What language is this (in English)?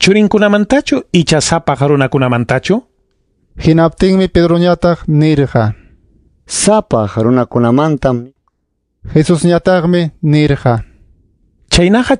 Ayacucho Quechua